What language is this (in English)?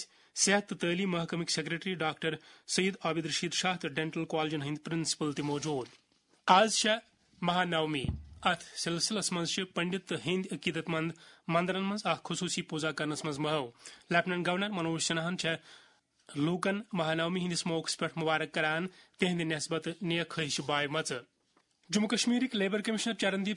Kashmiri